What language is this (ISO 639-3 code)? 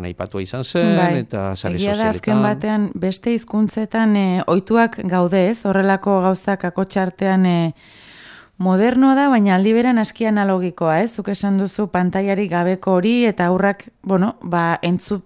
eus